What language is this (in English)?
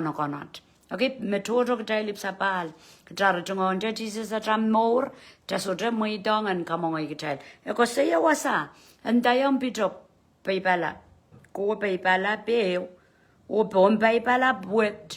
Pohnpeian